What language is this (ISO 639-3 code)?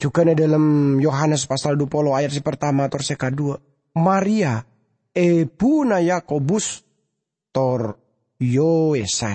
mad